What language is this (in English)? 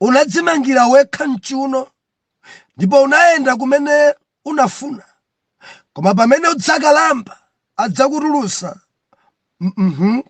Nyanja